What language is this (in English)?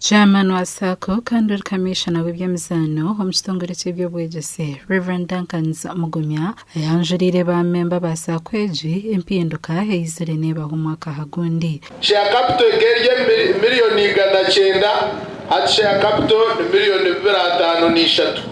Nyankole